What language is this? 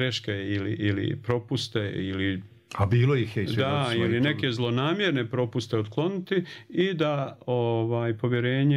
Bosnian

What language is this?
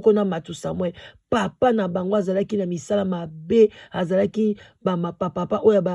Lingala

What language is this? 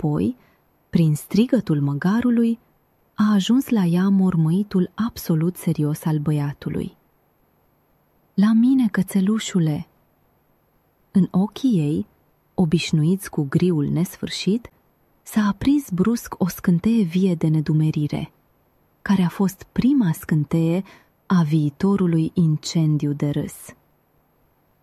Romanian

